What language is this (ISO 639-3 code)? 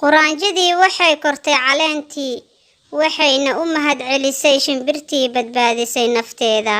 som